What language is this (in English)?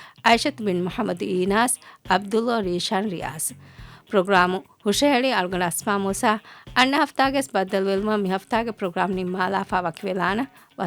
Divehi